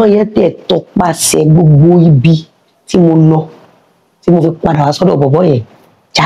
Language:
Yoruba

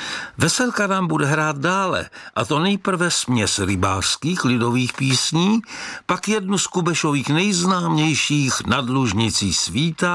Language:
Czech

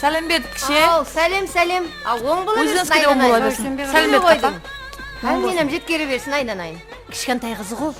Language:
Kara-Kalpak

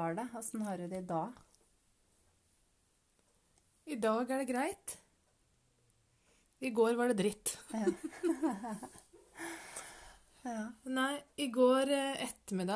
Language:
Norwegian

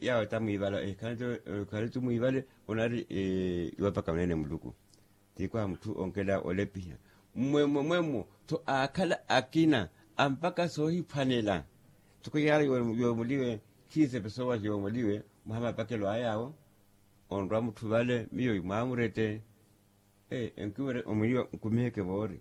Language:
Makhuwa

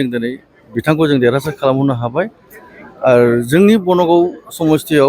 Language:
Bodo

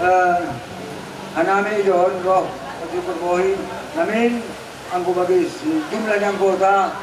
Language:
Batak Simalungun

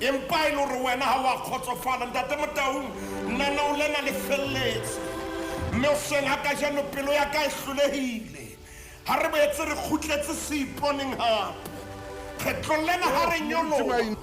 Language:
Southern Sotho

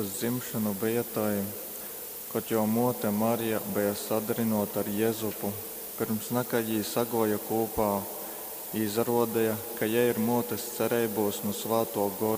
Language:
Latgalian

